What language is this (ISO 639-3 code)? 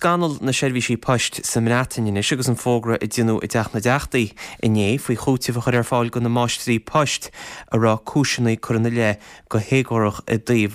gle